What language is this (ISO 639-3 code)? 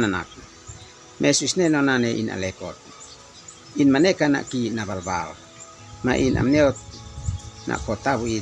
aoz